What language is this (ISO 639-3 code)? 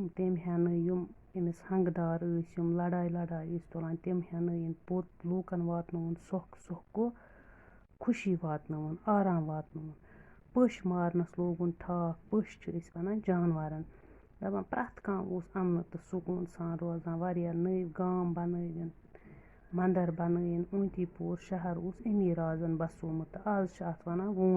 kas